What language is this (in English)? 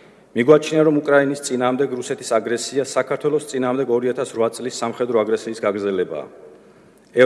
Georgian